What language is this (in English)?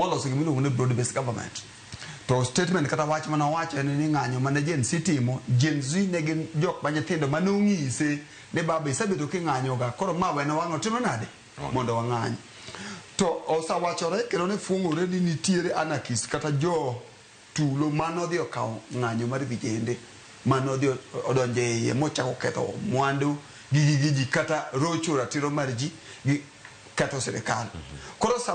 Luo (Kenya and Tanzania)